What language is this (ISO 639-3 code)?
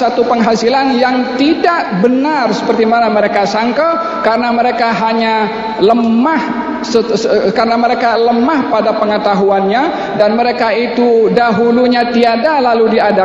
msa